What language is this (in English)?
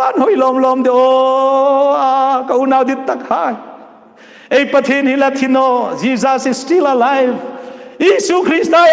Hmar